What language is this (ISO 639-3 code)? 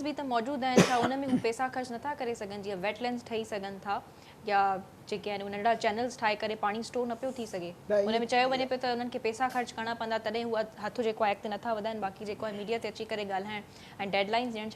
snd